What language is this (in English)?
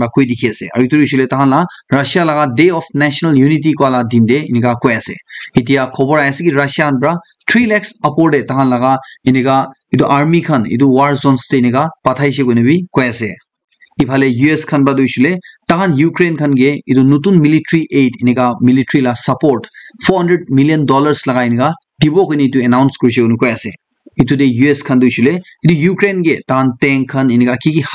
Naga Pidgin